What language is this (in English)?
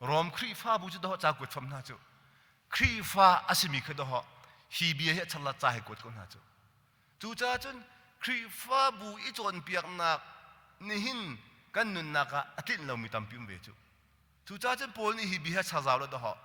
Hakha Chin